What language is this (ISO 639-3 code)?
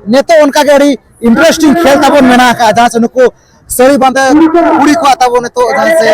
sat